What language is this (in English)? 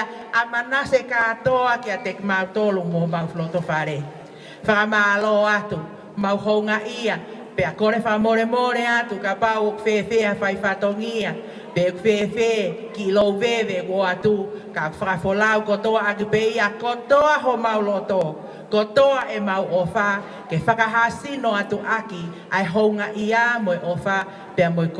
Tongan